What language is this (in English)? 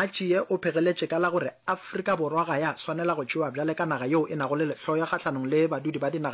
Northern Sotho